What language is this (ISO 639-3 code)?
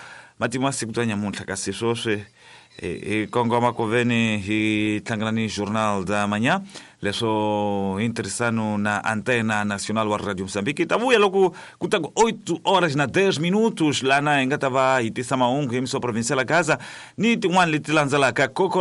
tso